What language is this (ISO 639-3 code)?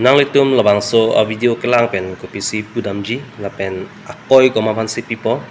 mjw